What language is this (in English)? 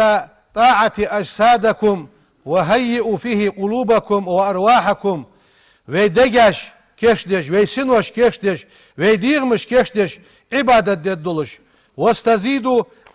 Ingush